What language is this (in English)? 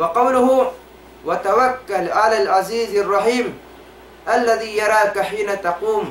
Tausug